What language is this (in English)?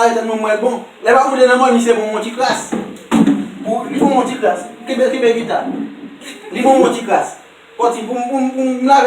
Haitian Creole